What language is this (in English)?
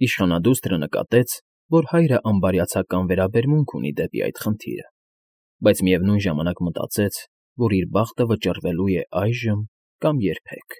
Armenian